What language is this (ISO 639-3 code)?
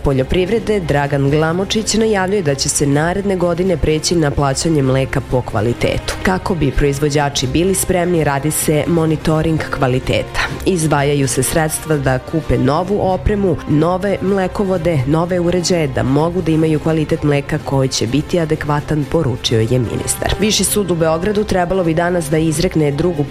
srp